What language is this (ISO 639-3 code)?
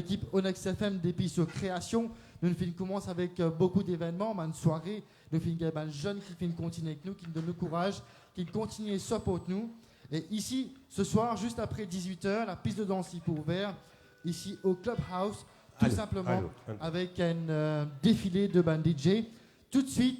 mfe